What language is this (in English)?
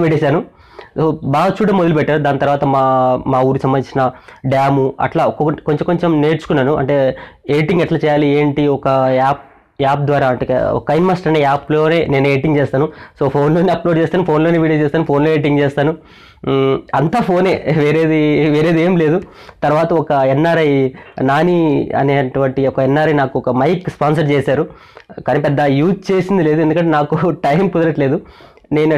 Telugu